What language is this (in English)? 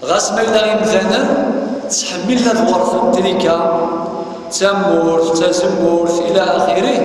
Kabyle